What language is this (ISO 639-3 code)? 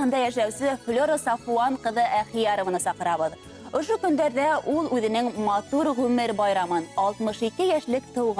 bak